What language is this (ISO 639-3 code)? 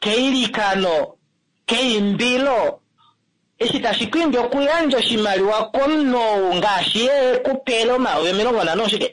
kua